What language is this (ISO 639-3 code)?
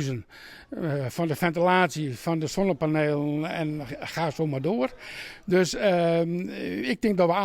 fry